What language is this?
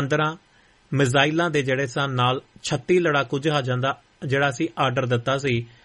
Punjabi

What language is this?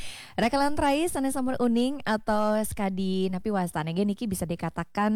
Balinese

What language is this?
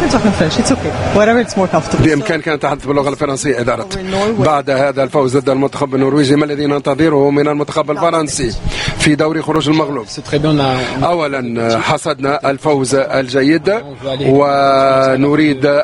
Arabic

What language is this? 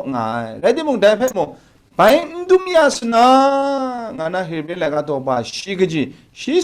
Kachin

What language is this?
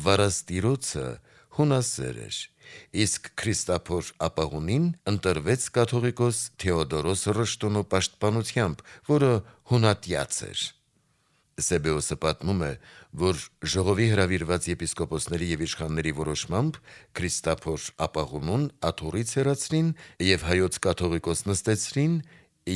Armenian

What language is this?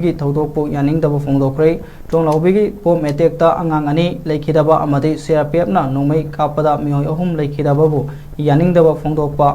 Manipuri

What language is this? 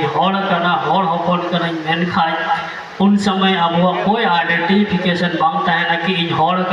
Santali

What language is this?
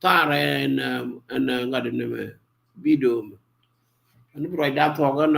Nuer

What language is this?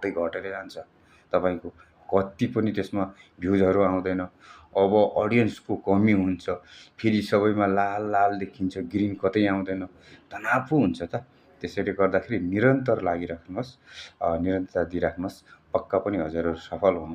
Nepali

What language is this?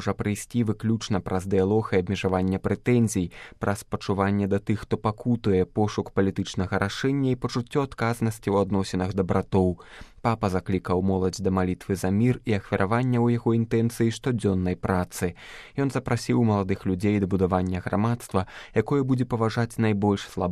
Belarusian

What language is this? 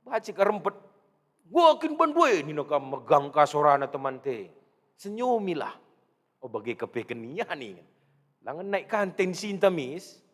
Batak Karo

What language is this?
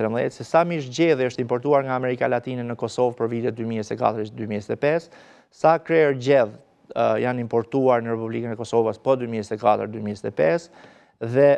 Albanian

